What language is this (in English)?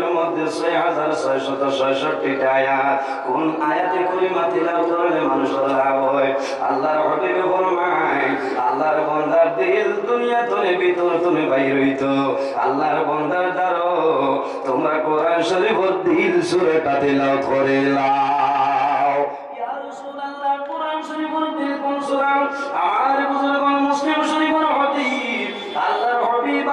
Sylheti